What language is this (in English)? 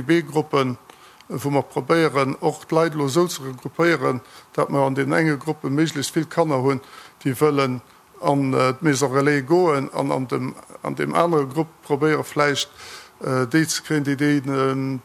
Luxembourgish